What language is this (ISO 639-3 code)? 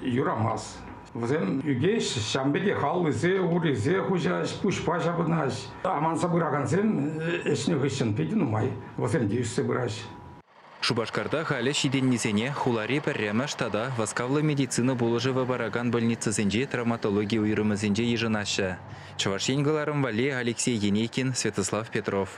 chv